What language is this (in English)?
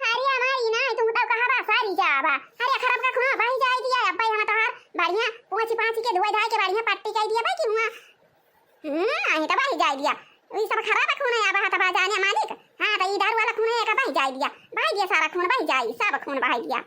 Awadhi